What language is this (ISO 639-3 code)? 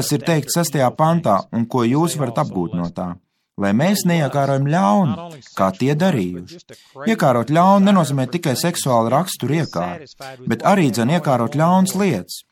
lav